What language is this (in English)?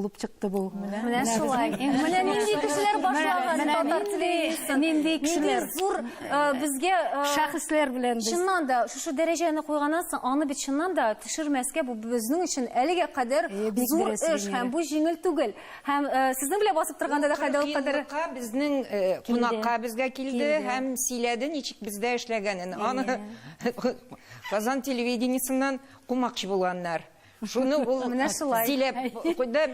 Tatar